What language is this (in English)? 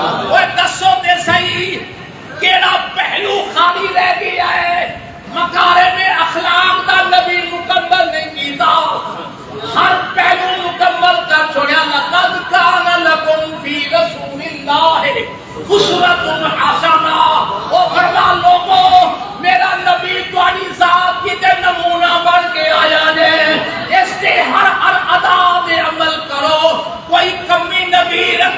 Saraiki